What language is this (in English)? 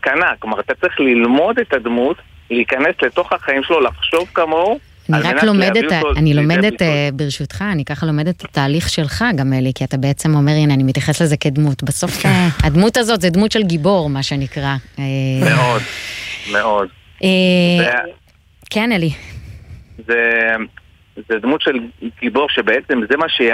Hebrew